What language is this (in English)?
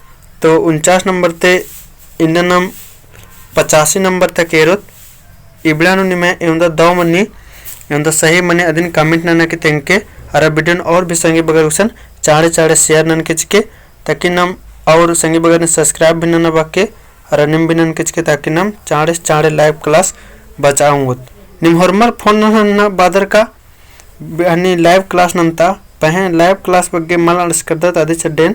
Kurukh